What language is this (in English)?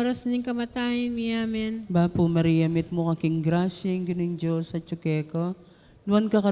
Pampanga